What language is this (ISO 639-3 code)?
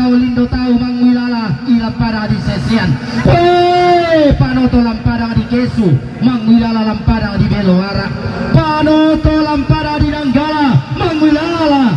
sda